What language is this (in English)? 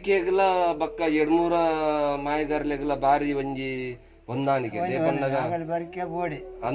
Tulu